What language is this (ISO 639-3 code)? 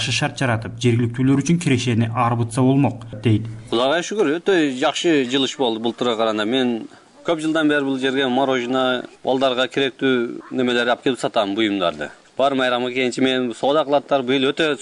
kir